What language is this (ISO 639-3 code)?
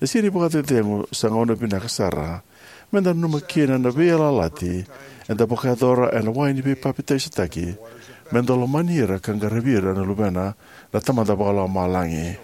fij